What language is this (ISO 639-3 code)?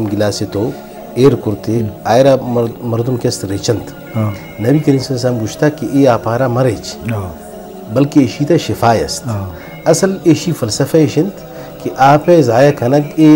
bgp